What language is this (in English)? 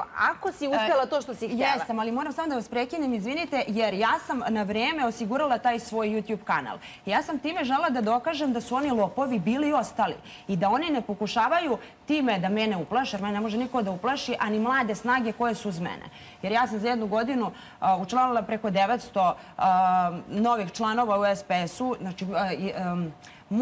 Serbian